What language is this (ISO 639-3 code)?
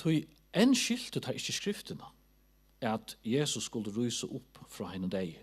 fao